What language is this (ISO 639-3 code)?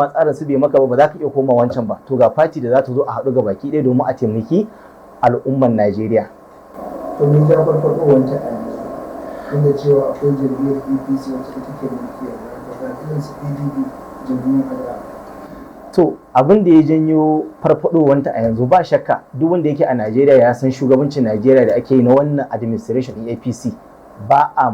hau